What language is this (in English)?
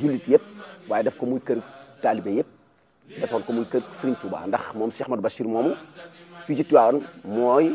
Wolof